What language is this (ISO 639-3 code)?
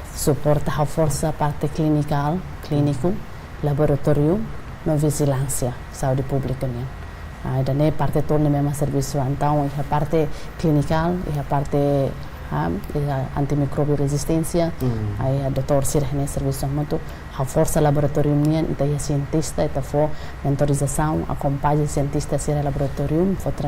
tet